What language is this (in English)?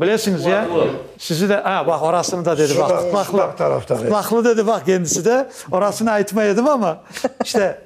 Crimean Tatar